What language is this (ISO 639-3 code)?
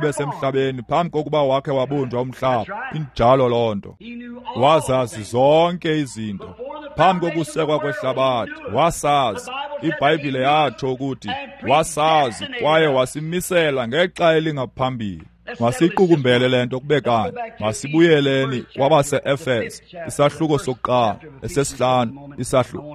xho